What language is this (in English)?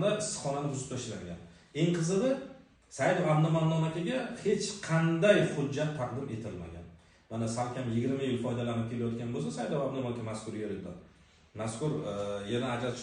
Uzbek